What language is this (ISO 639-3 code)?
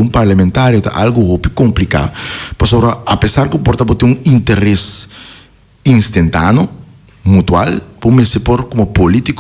pap